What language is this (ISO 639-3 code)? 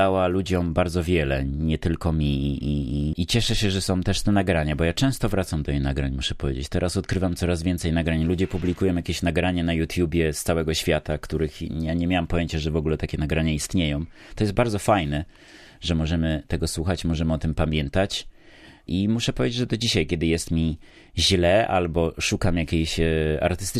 pol